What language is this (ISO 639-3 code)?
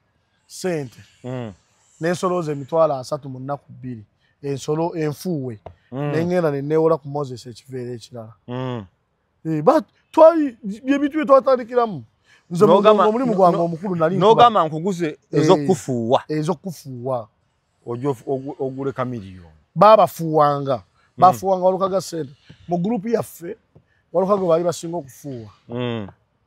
lug